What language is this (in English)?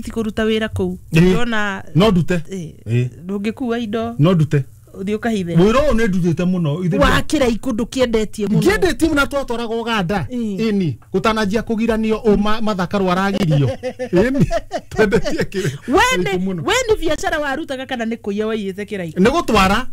Kikuyu